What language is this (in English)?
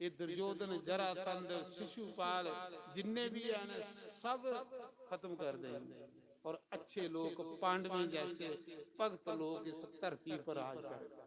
Dogri